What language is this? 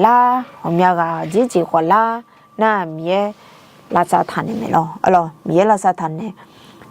Akha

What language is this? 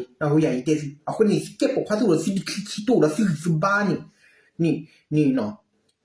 S'gaw Karen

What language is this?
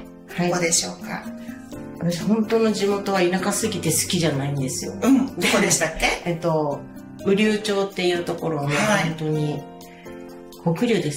Japanese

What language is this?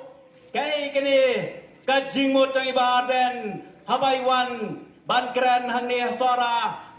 Khasi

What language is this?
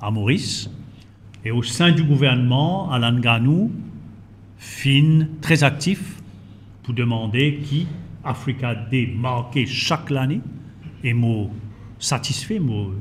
Morisyen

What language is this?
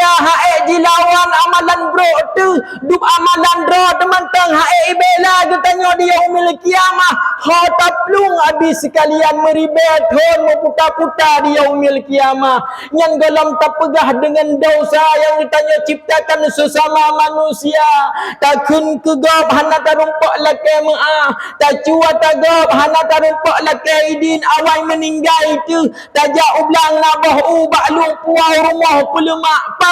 Achinese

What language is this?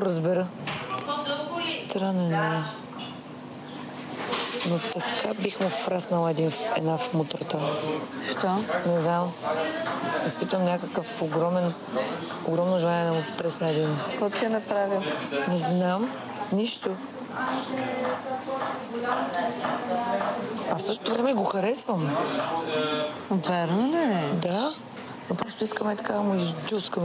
Bulgarian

